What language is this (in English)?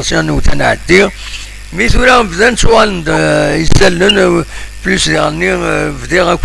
Kabyle